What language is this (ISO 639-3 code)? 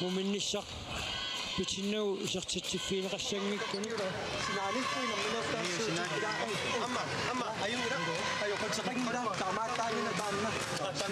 kal